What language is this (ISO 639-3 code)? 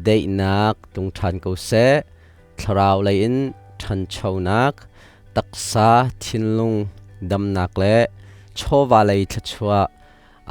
cnh